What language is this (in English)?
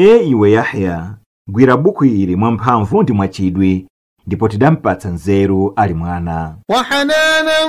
Nyanja